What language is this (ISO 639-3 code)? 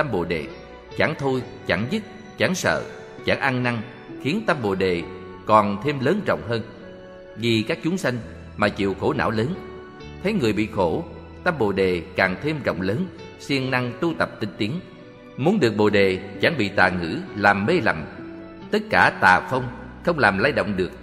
vie